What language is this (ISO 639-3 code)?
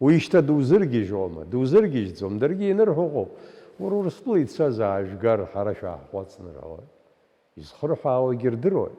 abk